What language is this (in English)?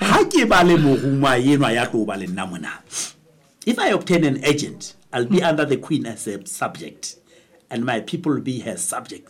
Southern Sotho